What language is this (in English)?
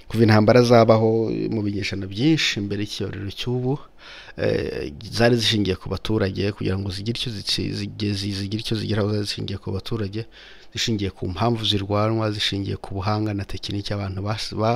Kinyarwanda